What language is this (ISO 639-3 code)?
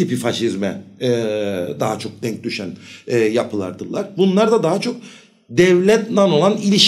tur